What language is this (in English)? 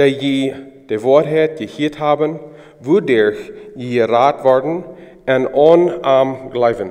Plautdietsch